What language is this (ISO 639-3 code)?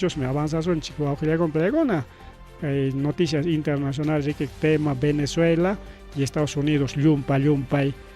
quy